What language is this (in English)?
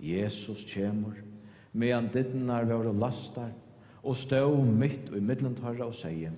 Faroese